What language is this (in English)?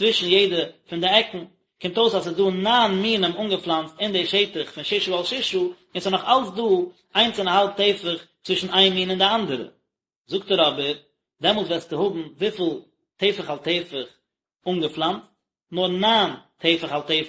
Yiddish